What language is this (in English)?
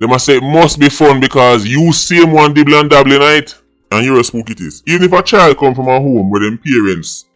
Jamaican Creole English